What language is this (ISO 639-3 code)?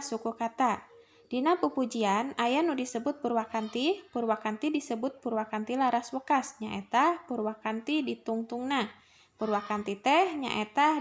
sun